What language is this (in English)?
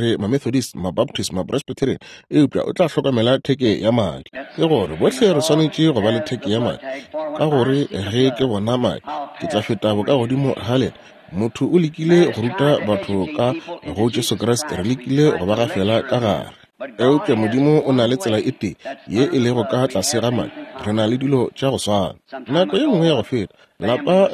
Northern Sotho